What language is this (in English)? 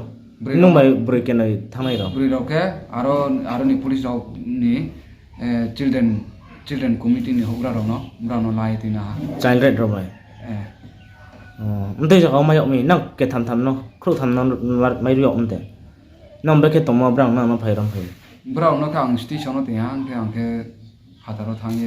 Riang (India)